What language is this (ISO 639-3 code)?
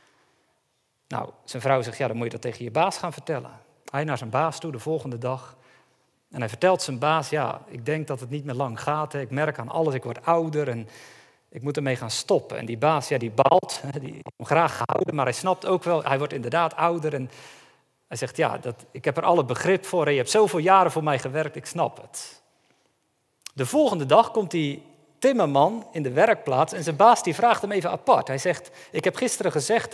nld